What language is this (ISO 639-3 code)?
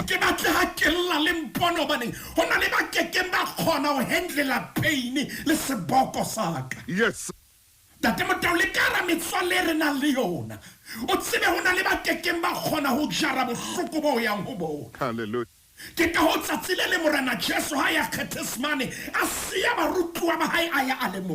sot